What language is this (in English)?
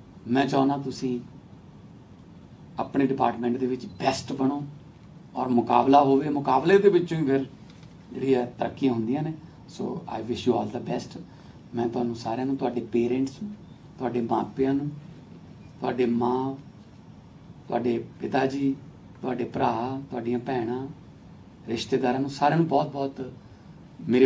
Punjabi